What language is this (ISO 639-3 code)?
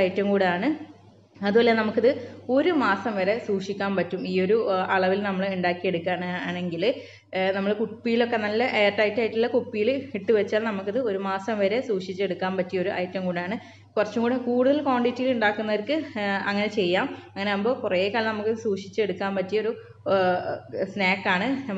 mal